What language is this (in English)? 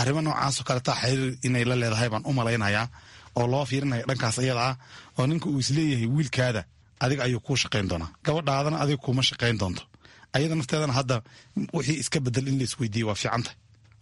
Somali